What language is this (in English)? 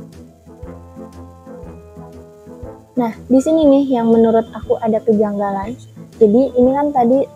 Indonesian